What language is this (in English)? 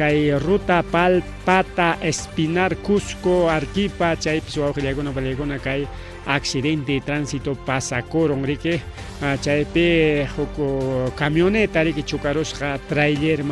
Ayacucho Quechua